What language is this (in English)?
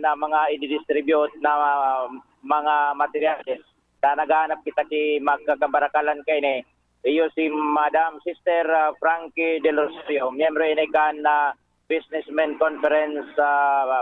Bikol